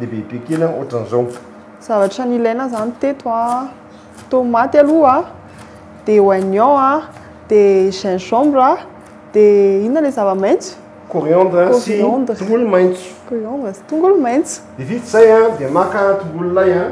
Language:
Malagasy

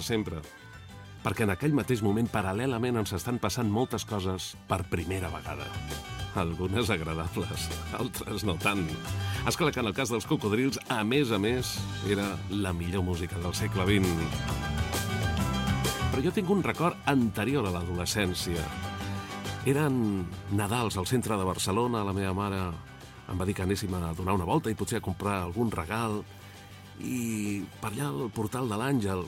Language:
Catalan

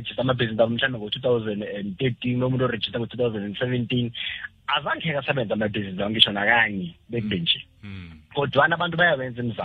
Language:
South Ndebele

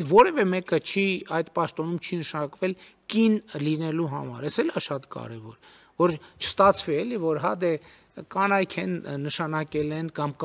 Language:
Armenian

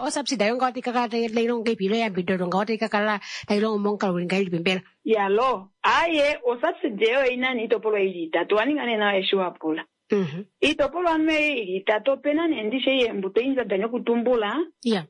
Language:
Kuanyama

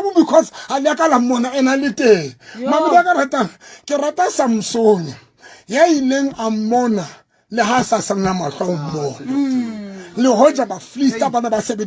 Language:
Southern Sotho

